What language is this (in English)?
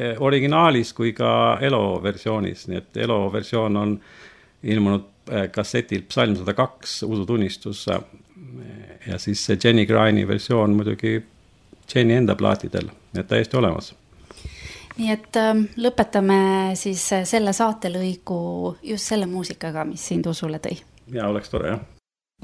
Estonian